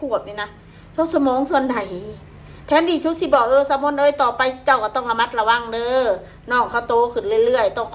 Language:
Northeastern Thai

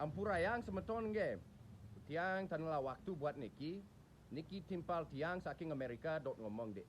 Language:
Balinese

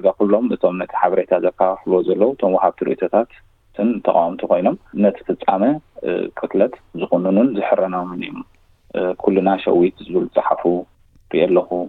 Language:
Tigrinya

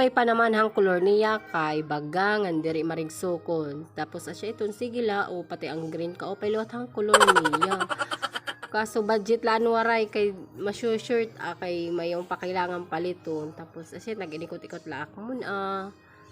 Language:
Waray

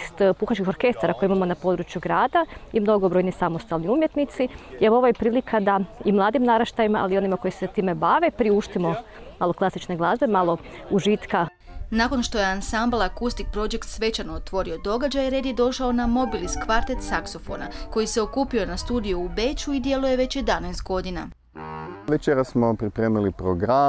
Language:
Croatian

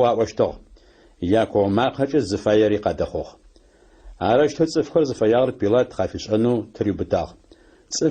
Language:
Adyghe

